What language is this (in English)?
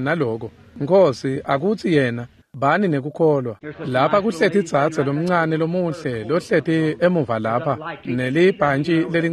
Swati